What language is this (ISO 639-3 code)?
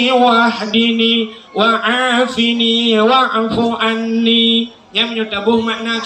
ace